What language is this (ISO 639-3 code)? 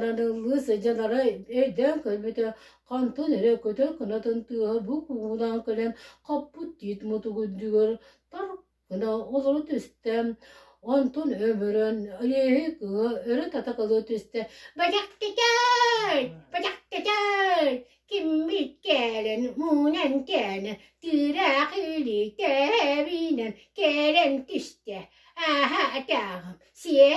sah